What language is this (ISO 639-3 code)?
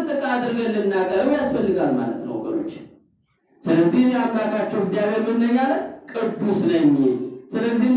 amh